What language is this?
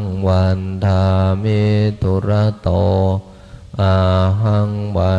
Pali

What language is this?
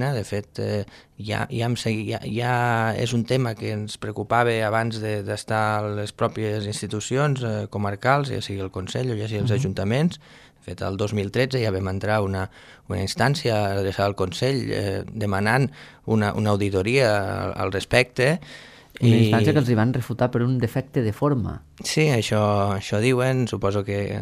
Catalan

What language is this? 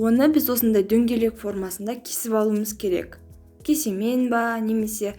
Kazakh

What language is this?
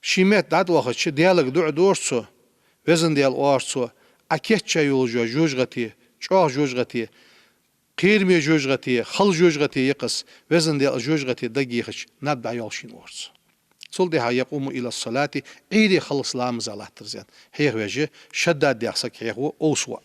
Ingush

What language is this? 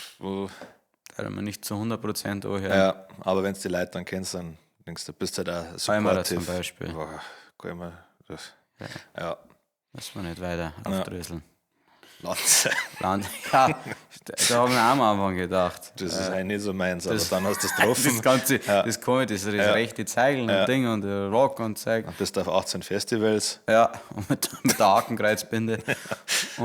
Bavarian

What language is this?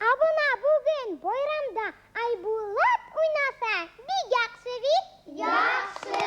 Bashkir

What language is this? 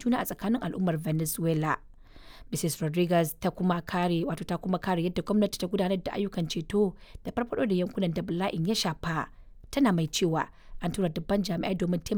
Hausa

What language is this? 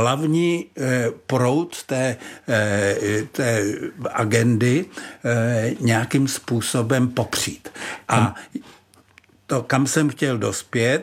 Czech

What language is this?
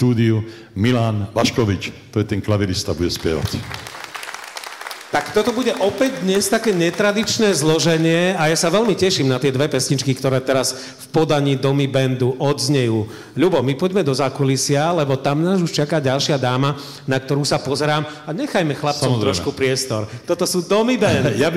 Slovak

